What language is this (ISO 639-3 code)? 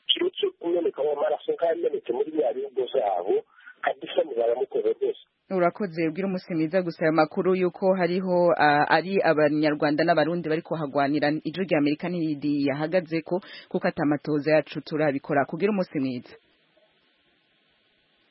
kin